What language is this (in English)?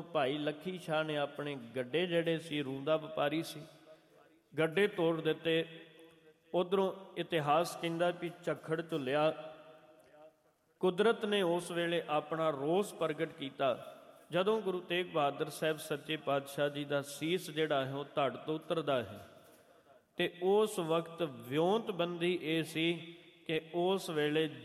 Punjabi